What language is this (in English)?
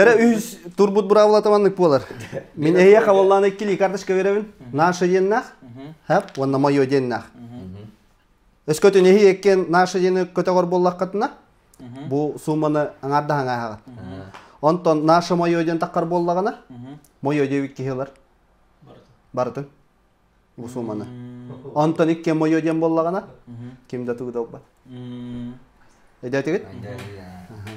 Yakut